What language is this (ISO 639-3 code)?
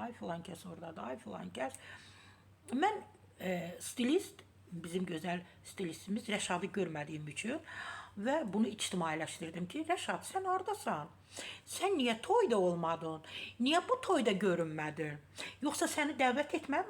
aze